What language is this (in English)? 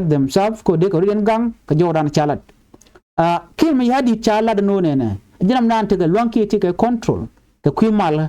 Nuer